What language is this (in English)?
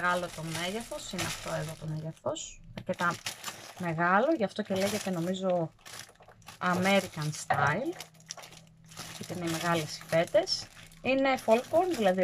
Greek